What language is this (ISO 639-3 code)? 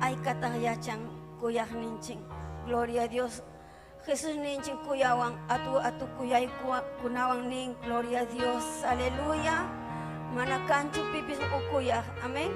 quy